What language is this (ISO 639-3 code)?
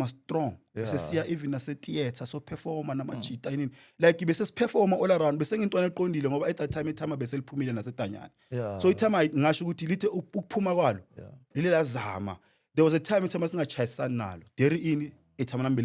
zul